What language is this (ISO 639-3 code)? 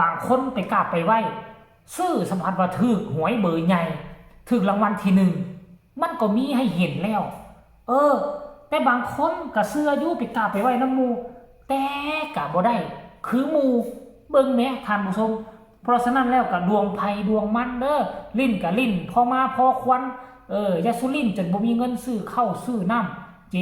tts